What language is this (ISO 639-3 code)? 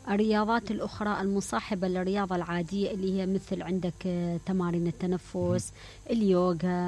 acm